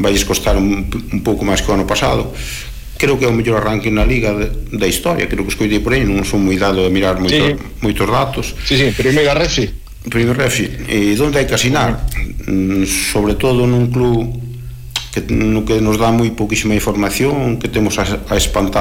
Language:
Galician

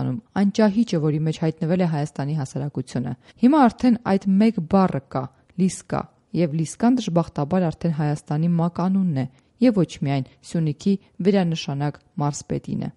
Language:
Armenian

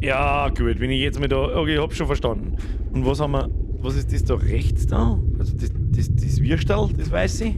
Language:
Bavarian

